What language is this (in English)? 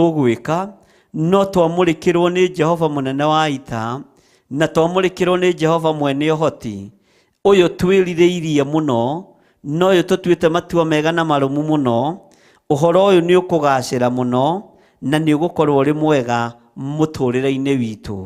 Kikuyu